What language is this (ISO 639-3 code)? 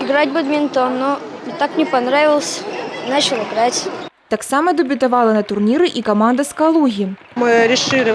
bel